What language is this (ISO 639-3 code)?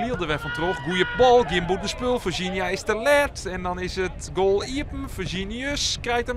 fry